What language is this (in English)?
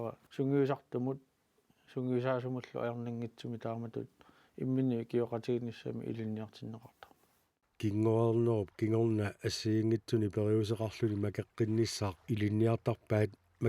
Kalaallisut